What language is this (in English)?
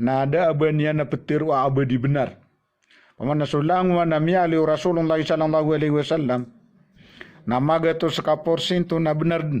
Maranao